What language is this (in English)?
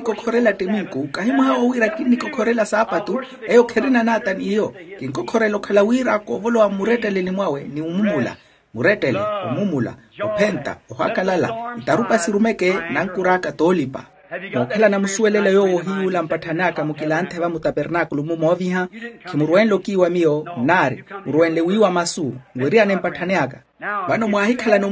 Makhuwa